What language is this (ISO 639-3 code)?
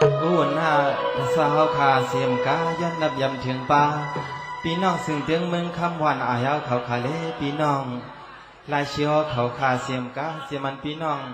shn